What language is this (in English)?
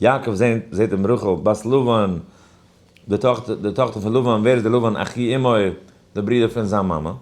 Yiddish